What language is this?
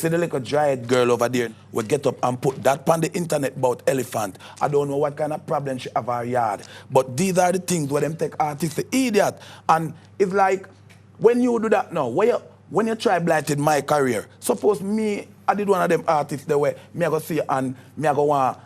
Jamaican Creole English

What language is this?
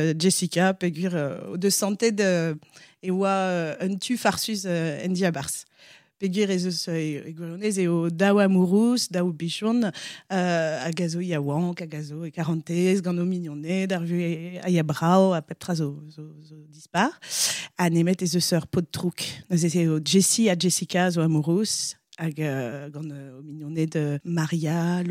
Breton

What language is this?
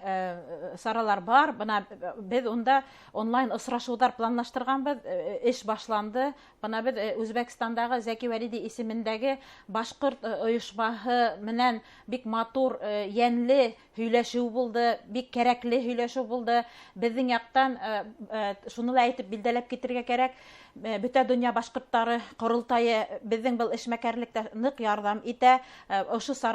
Bashkir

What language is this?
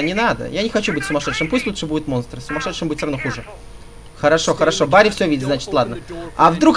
Russian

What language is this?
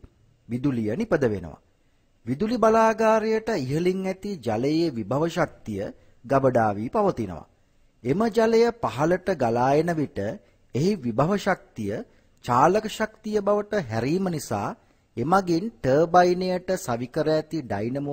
Sinhala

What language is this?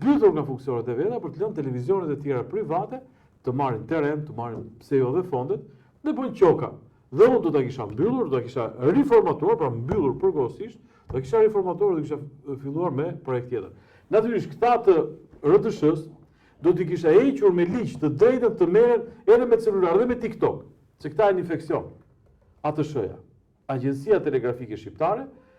Albanian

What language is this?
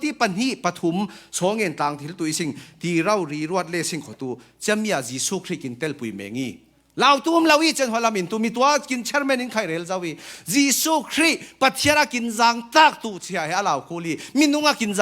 Falam Chin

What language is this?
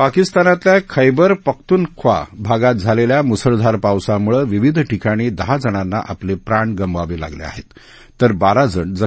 Marathi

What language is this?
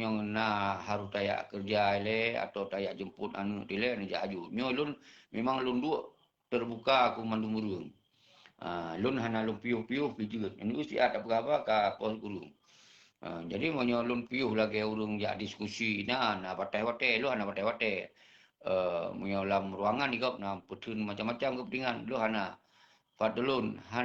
Achinese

